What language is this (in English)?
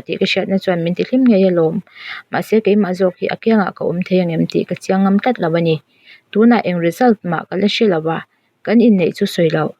Mizo